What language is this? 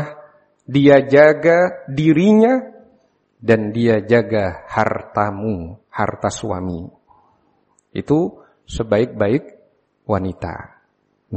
Indonesian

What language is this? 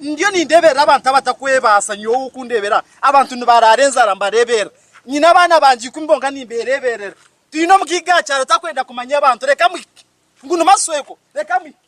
Nyankole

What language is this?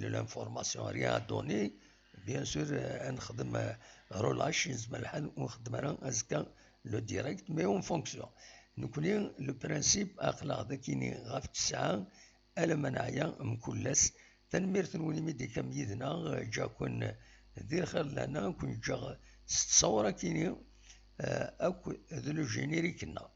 Kabyle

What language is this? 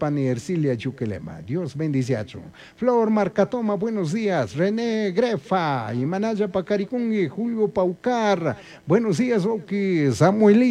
Chimborazo Highland Quichua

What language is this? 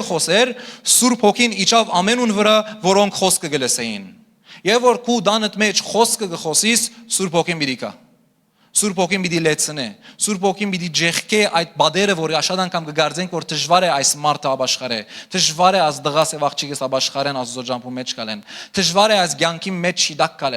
Western Armenian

